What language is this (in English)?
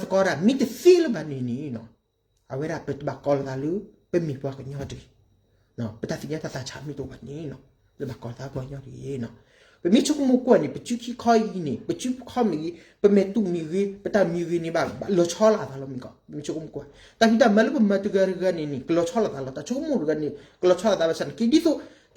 S'gaw Karen